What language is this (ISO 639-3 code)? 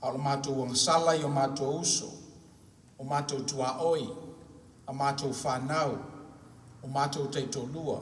smo